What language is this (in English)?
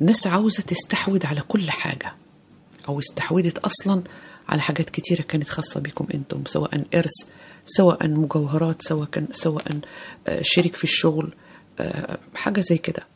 Egyptian Arabic